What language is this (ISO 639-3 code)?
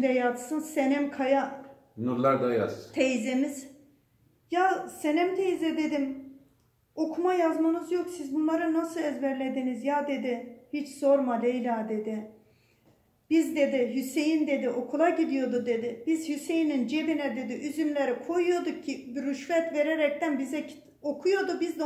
tur